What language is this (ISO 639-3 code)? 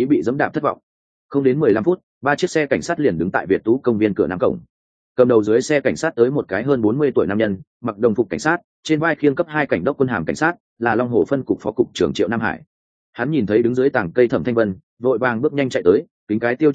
vie